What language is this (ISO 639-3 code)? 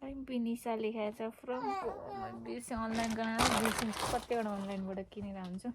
nep